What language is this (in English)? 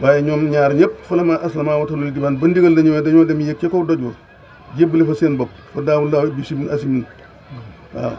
Wolof